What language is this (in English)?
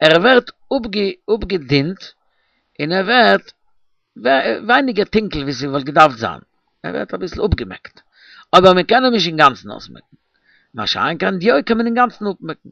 Yiddish